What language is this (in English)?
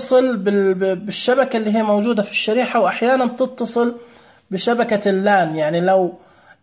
Najdi Arabic